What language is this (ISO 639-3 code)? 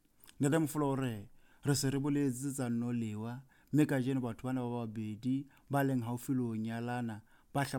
sot